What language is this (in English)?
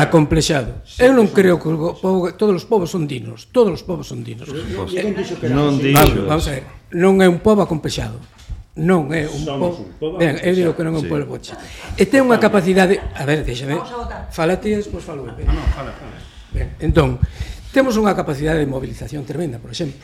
Galician